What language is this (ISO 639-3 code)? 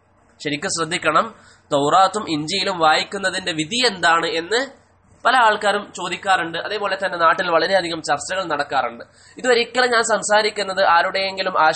mal